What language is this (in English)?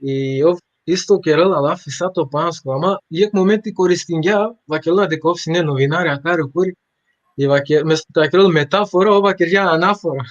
Balkan Romani